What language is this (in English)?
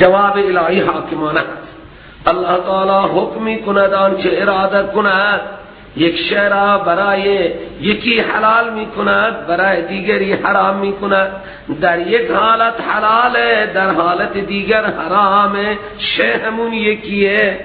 Persian